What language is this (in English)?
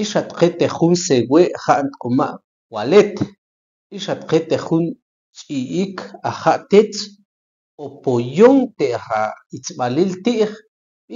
Tektiteko